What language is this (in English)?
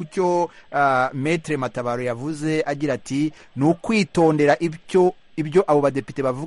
Kinyarwanda